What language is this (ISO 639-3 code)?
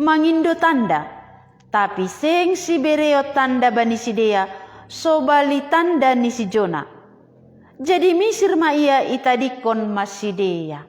bts